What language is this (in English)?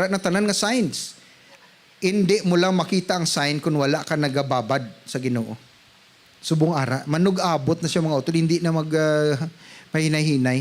Hiligaynon